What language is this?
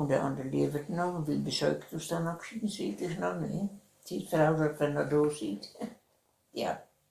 Westphalien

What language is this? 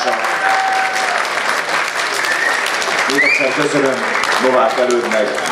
Hungarian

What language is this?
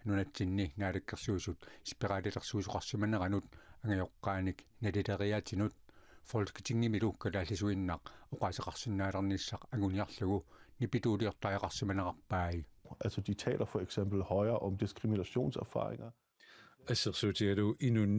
Kalaallisut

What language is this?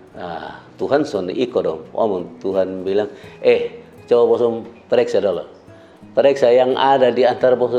Kupang Malay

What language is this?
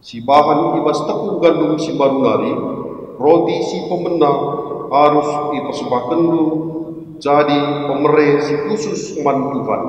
Batak Karo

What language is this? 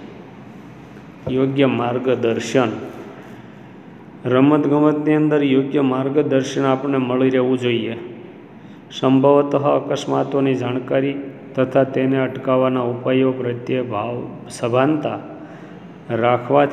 Gujarati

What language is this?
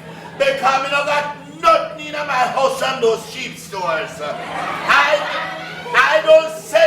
Jamaican Creole English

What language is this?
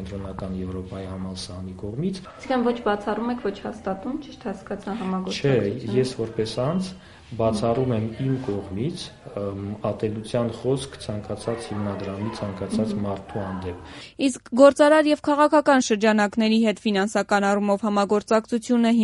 Armenian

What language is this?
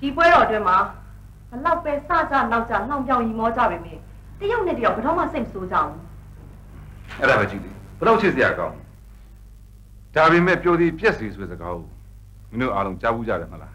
Burmese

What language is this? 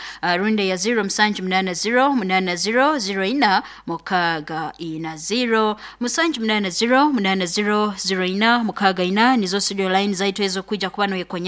Nyoro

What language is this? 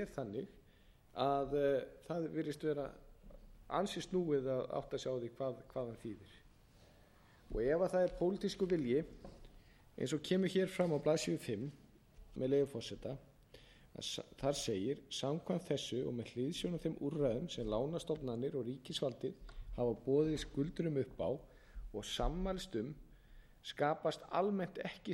Icelandic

